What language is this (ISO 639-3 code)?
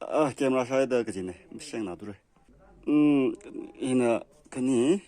nmf